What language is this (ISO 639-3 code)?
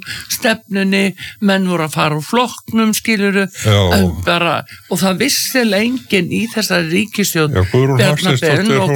isl